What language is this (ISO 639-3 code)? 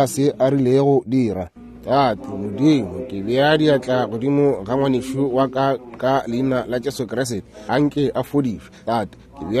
nso